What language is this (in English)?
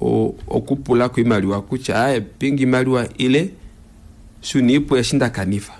Kuanyama